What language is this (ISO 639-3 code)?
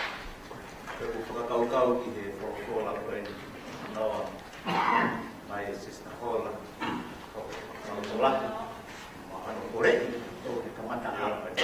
ton